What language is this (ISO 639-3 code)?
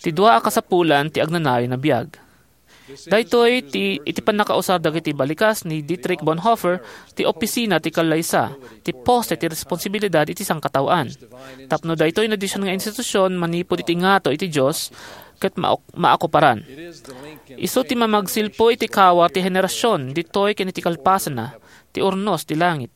ilo